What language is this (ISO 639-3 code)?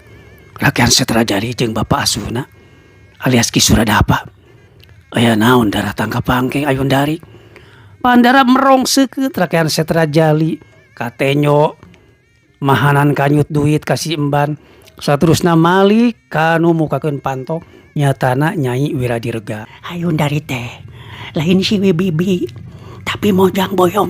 sun